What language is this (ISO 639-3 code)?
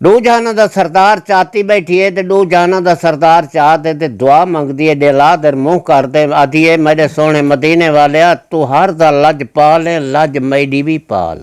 skr